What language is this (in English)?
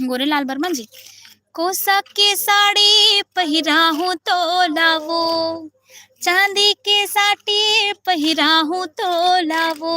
Chhattisgarhi